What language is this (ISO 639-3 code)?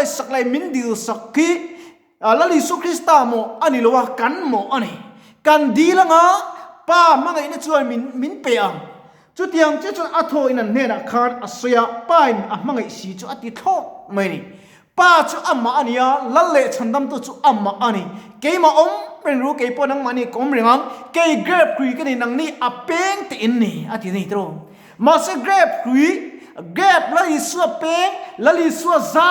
lus